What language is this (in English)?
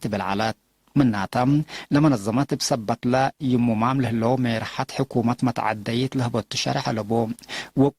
Tigre